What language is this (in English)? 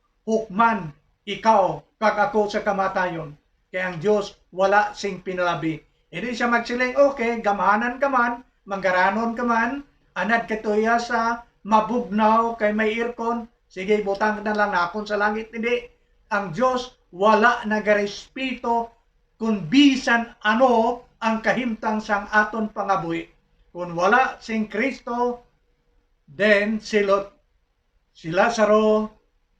Hiligaynon